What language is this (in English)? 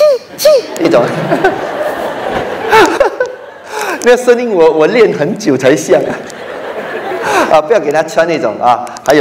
Chinese